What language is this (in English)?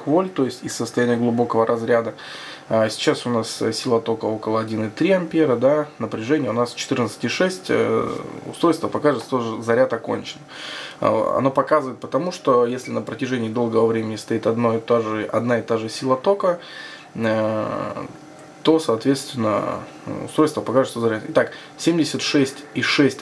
Russian